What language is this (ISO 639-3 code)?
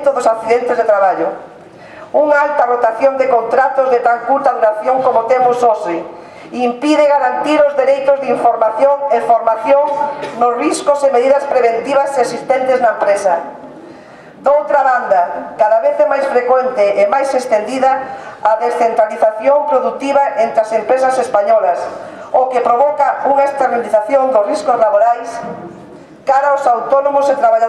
glg